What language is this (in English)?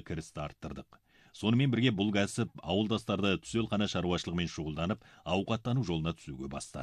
Kazakh